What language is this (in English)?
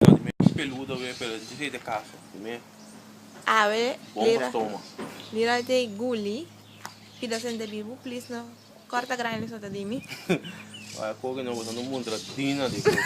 Papiamento